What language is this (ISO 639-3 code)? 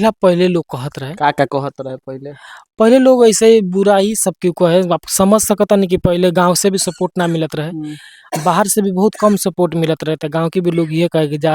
bho